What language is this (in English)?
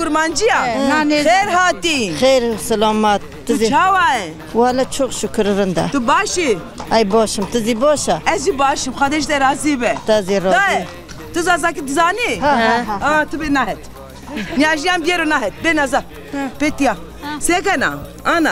Zaza